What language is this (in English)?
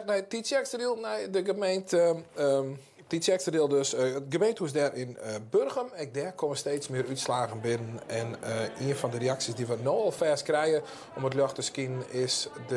Western Frisian